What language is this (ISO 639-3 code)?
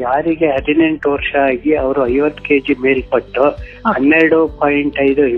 kan